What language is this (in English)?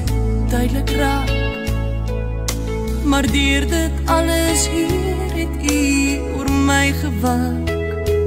Afrikaans